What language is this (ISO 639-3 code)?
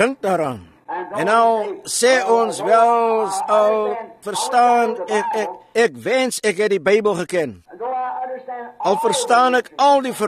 afr